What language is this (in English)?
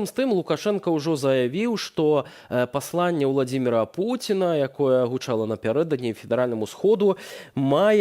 Belarusian